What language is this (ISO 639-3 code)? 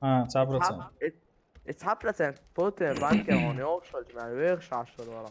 che